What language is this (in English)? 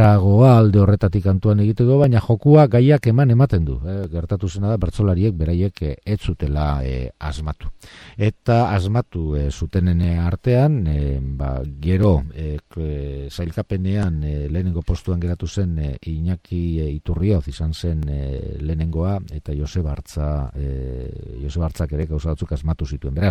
Basque